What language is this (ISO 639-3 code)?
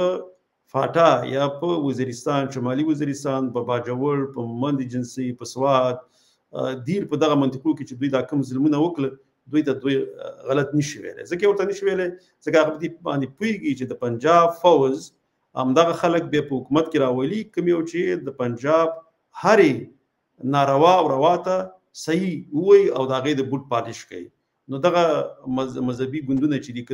pus